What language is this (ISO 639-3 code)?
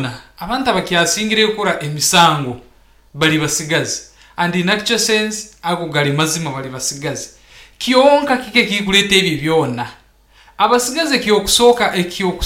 nyn